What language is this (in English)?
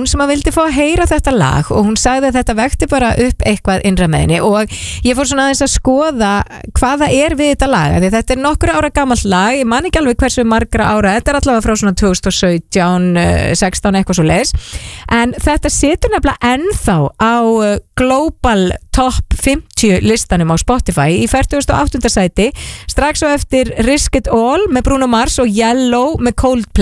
Icelandic